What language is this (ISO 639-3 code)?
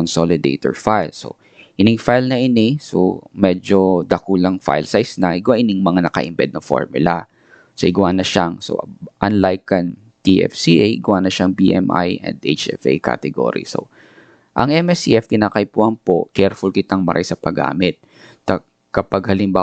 bik